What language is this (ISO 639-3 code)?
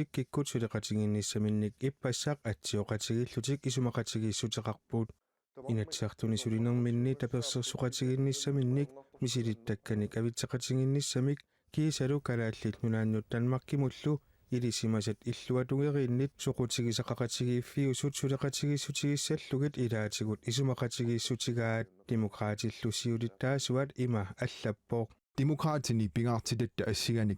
kal